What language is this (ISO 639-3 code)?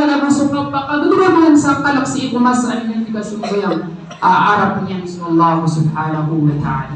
mrw